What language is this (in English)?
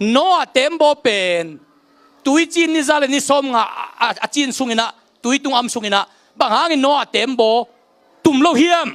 Tedim Chin